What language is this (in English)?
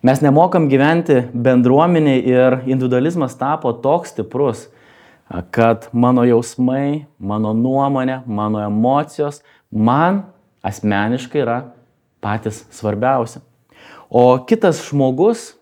Lithuanian